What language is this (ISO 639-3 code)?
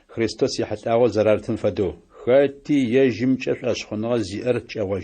ady